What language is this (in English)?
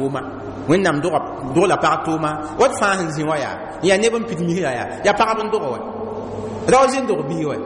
Mossi